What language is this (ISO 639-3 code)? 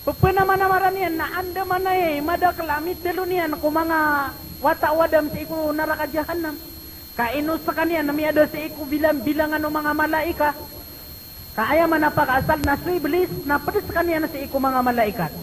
mrw